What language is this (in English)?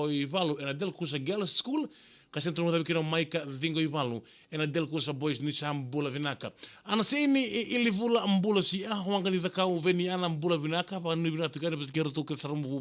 Fijian